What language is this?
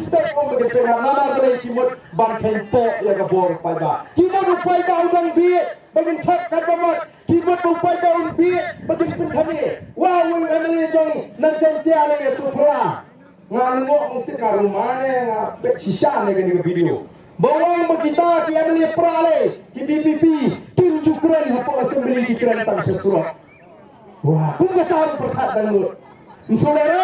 Khasi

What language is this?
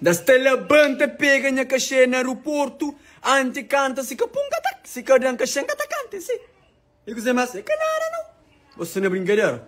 Kabuverdianu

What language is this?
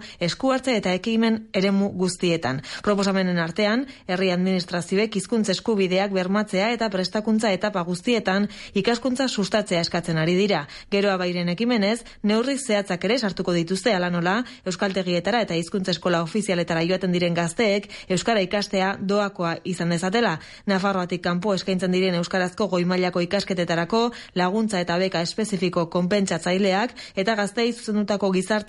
Basque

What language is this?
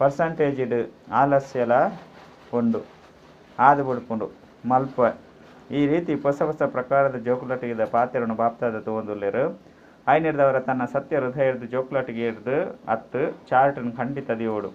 Tulu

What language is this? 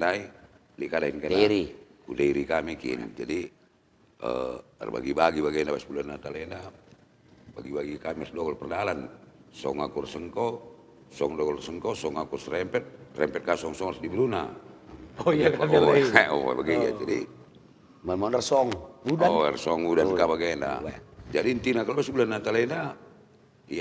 Batak Karo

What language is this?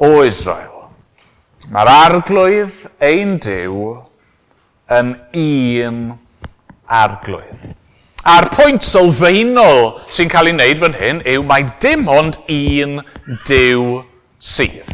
Welsh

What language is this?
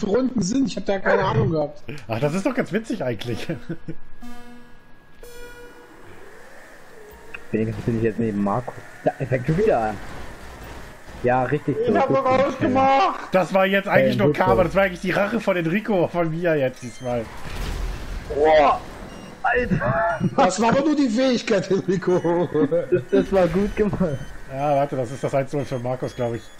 German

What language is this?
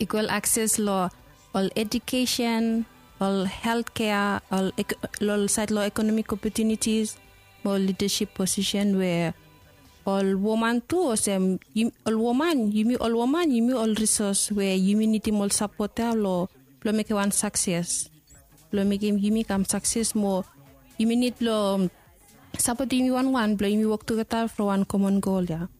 Bislama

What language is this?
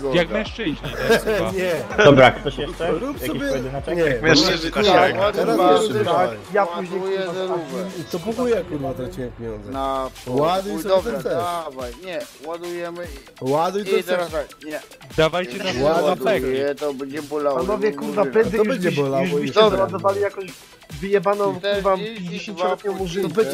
Polish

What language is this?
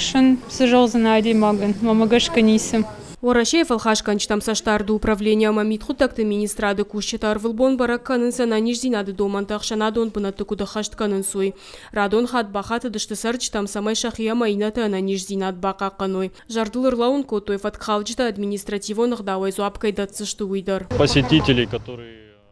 Ossetic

